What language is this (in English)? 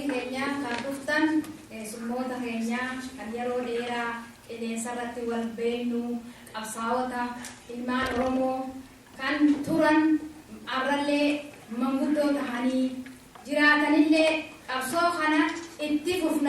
Oromo